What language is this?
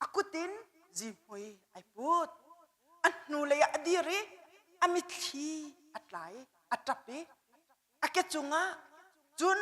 Hakha Chin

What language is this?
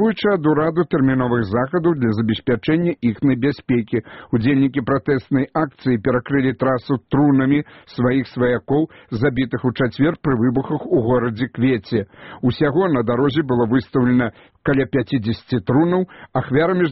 Belarusian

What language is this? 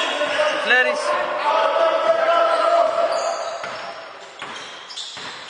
Greek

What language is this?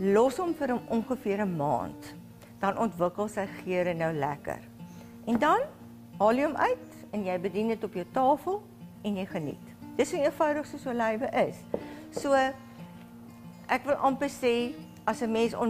Afrikaans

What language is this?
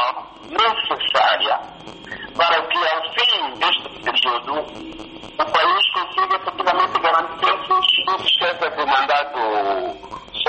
Portuguese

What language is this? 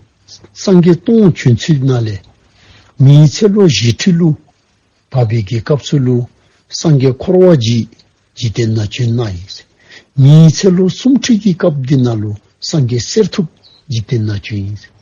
Dzongkha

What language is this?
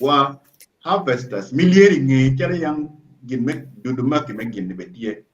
Acoli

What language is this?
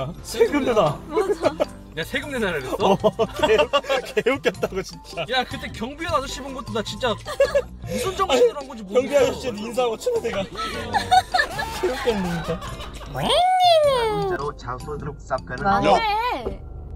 Korean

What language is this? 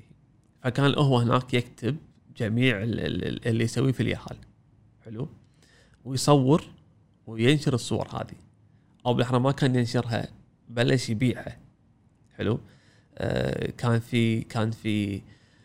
Gulf Arabic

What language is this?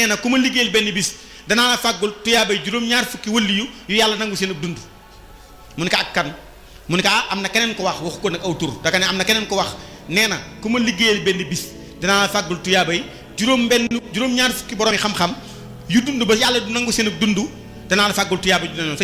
Wolof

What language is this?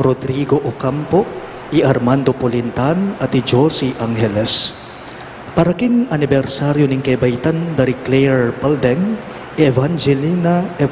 Pampanga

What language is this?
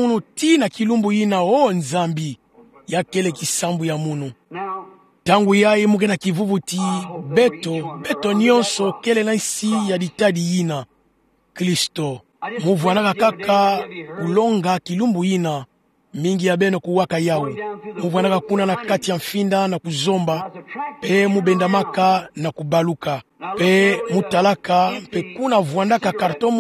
Kituba (Democratic Republic of Congo)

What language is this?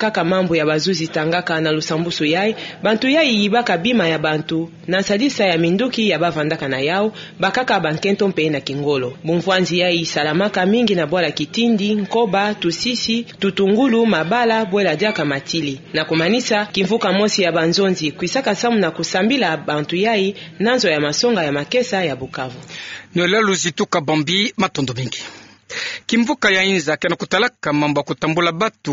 Kituba (Democratic Republic of Congo)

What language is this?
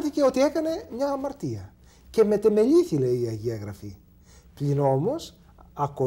Greek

